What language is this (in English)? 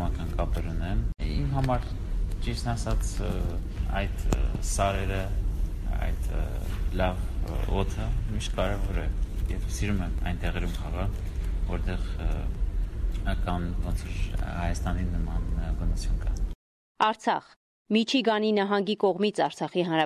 Armenian